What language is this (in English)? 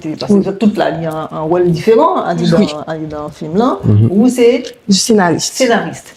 Guadeloupean Creole French